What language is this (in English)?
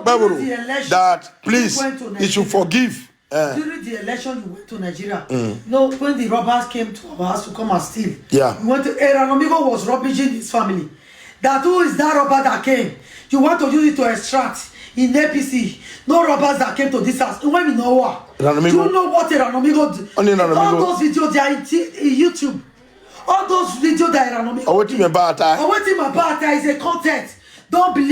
Nigerian Pidgin